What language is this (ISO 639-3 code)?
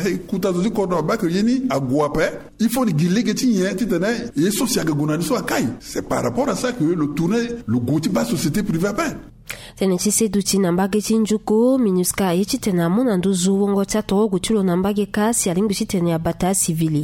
sag